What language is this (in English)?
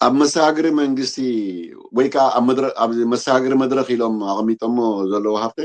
Tigrinya